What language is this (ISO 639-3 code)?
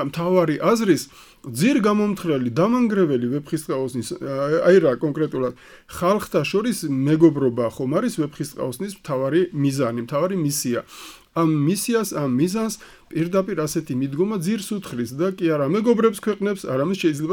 kat